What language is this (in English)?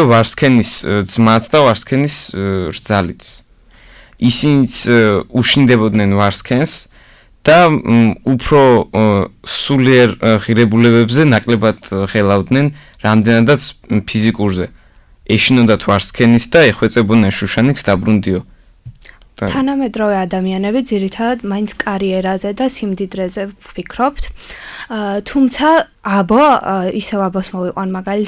Georgian